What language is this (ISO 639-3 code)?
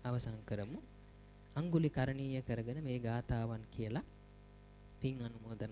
sin